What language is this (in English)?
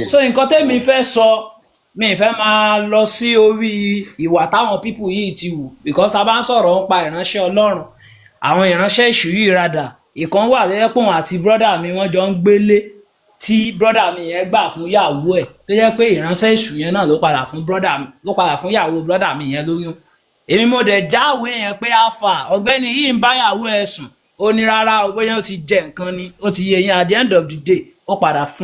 Yoruba